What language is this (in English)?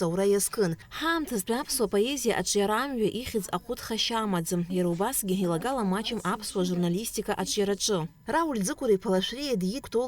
Abkhazian